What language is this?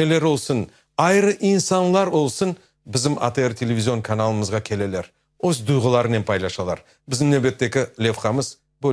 Crimean Tatar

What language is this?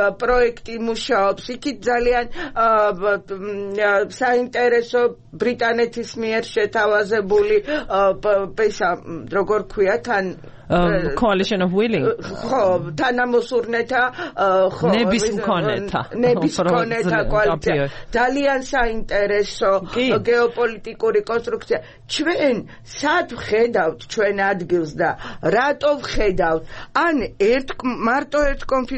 Georgian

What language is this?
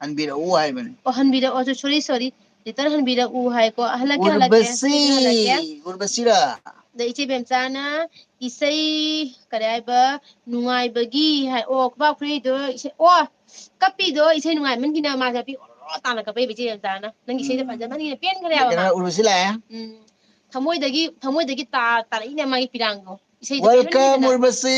Manipuri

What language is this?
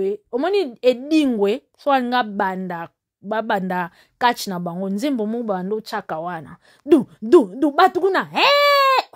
Lingala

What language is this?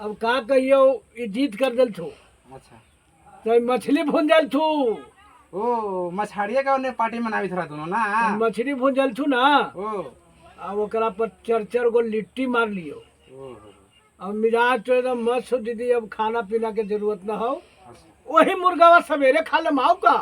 Magahi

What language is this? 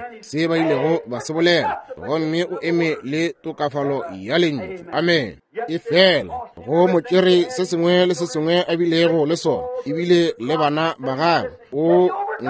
Northern Sotho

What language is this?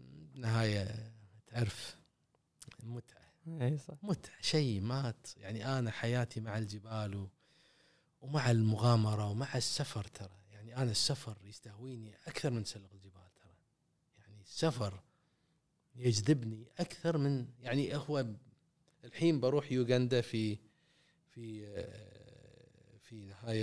Gulf Arabic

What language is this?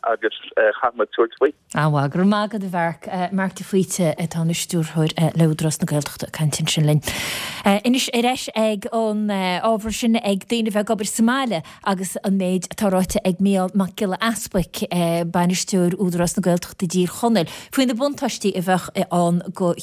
Irish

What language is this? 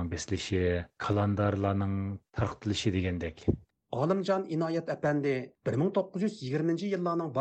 Uyghur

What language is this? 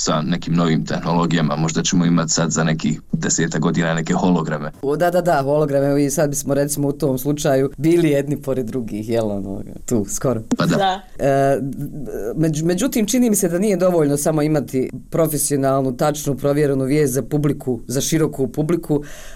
Bosnian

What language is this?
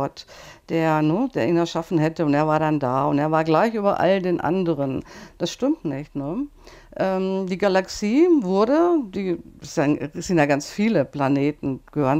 German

